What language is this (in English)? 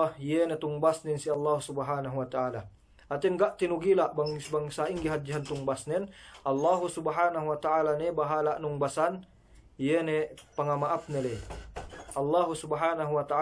Yakan